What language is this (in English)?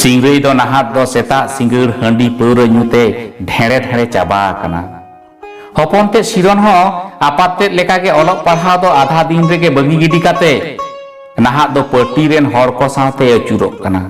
Santali